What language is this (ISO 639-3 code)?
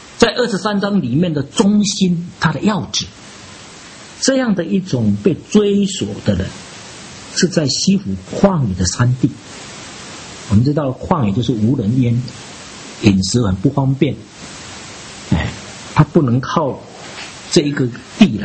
zho